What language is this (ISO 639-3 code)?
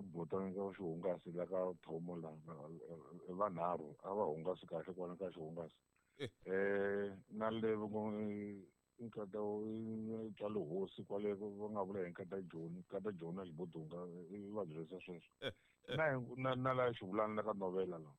tso